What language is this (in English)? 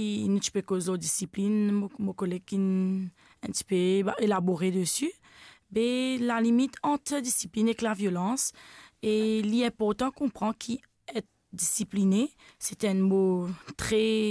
Morisyen